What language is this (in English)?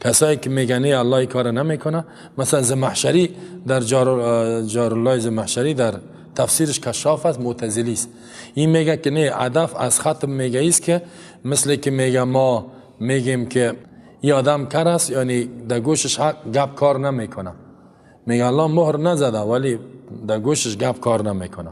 Persian